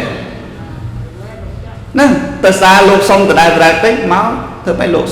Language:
Khmer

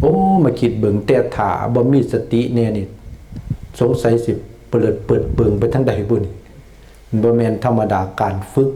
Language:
Lao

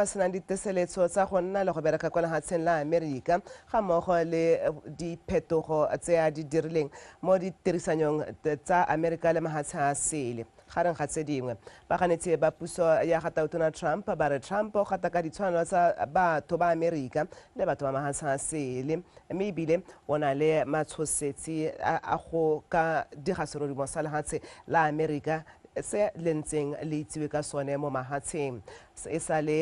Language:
Tswana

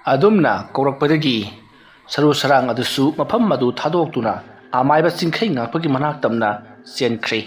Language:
Manipuri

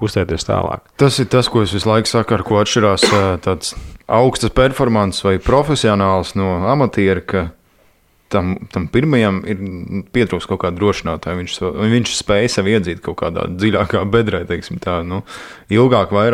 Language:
Latvian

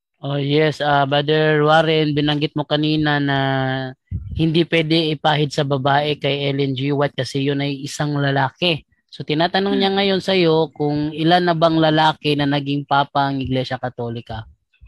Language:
Filipino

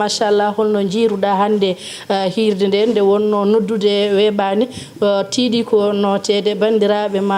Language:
Fula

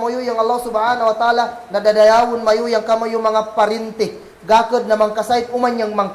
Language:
Kagan Kalagan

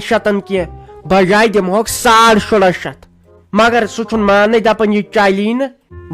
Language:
Kashmiri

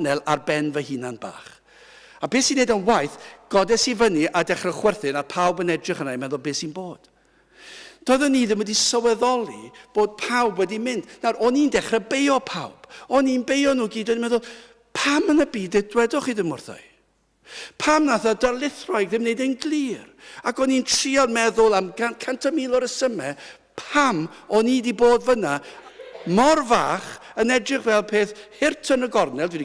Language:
Welsh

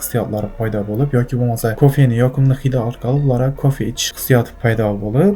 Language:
Uzbek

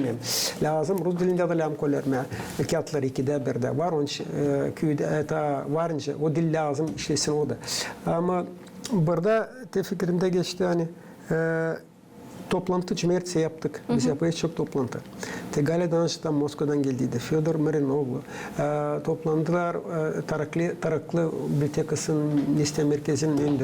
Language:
Gagauz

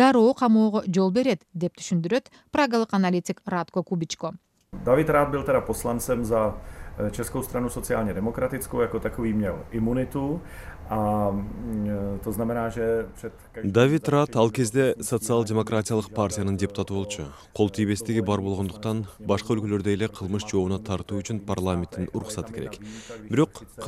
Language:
Kyrgyz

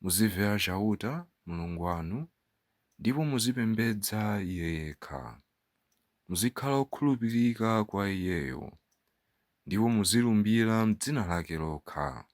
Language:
Nyanja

